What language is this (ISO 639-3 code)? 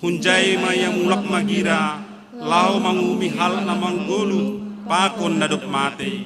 bts